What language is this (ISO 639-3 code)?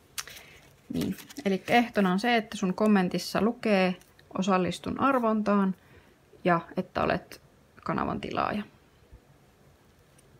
fin